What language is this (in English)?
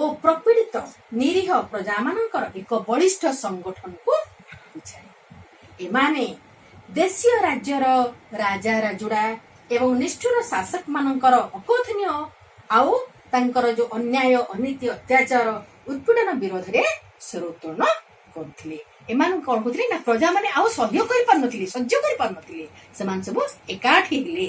Odia